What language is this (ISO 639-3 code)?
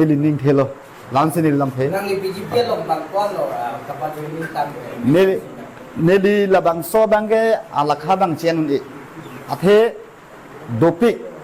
mjw